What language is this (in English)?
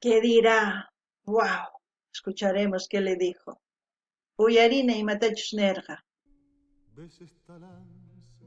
South Bolivian Quechua